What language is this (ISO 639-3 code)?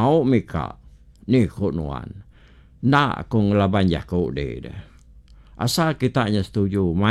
iba